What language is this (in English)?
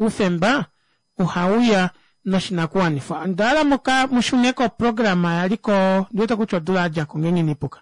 Kuanyama